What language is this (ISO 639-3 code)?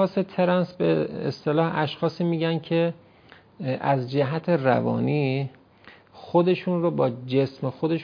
fas